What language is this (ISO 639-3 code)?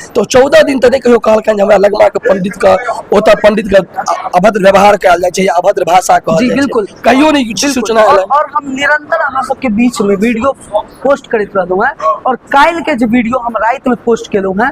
mai